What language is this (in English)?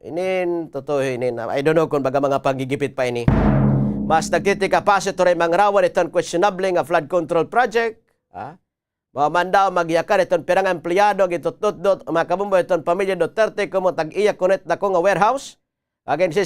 Waray